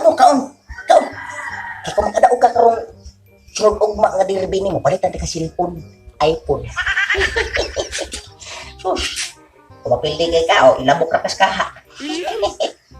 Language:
Cebuano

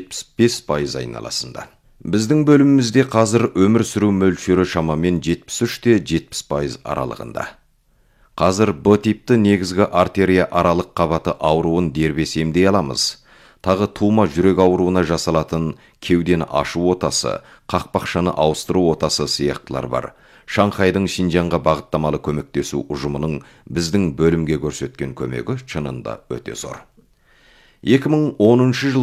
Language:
Kazakh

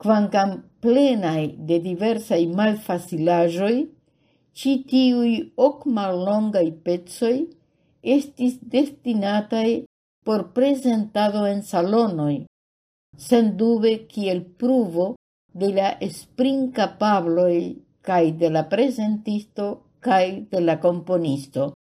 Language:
Esperanto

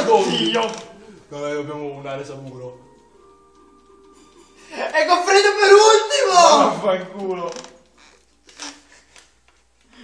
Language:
Italian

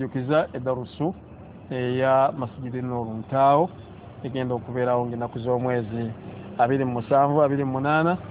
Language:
Ganda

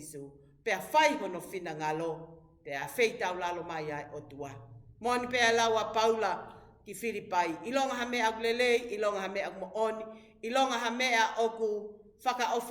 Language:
Tongan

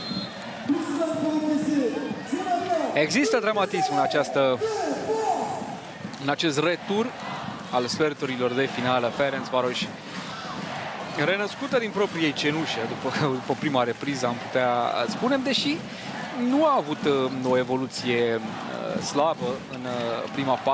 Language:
Romanian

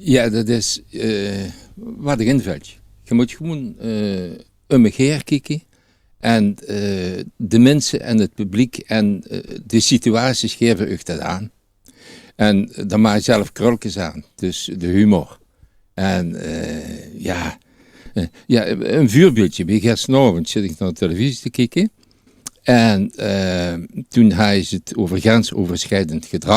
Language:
Limburgish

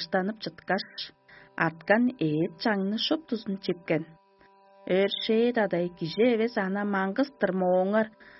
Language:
Tuvinian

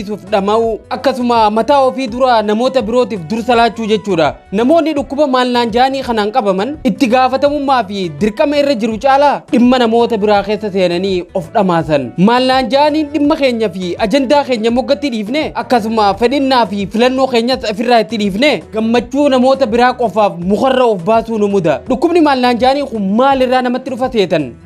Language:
Oromo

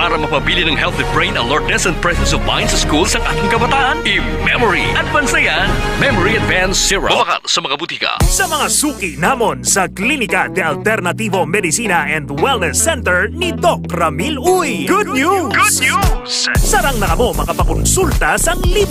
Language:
Hiligaynon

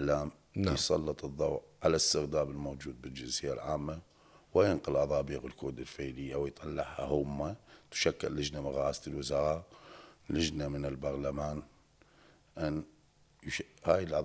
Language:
Mesopotamian Arabic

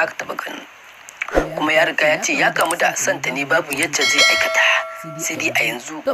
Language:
Hausa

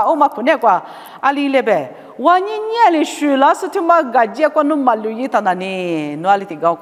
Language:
Lisu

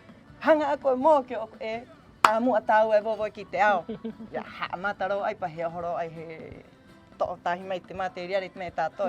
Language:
Rapanui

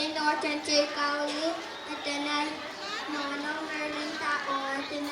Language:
Pohnpeian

